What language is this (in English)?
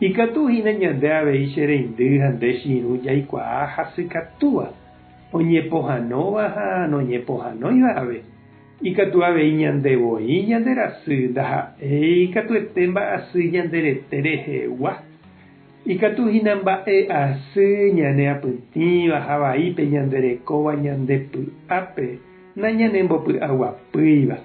Guarani